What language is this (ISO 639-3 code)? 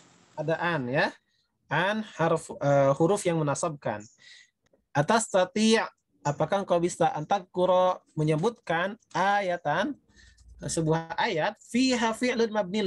ind